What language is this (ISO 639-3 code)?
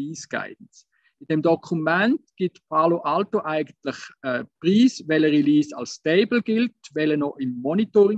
deu